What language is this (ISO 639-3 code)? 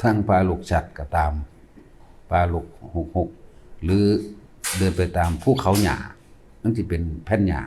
lao